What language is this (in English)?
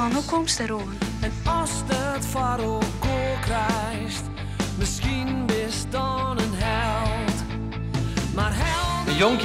Western Frisian